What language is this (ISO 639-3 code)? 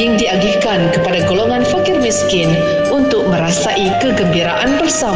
msa